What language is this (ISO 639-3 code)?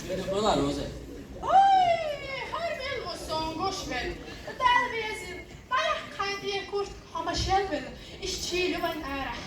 che